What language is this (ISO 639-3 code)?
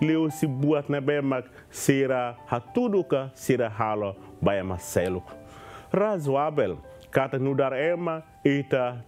tet